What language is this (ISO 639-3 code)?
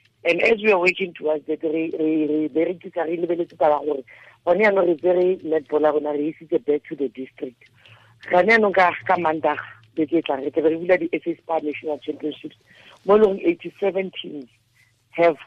tsn